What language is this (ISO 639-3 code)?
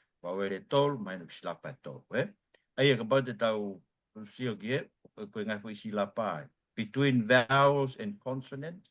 ton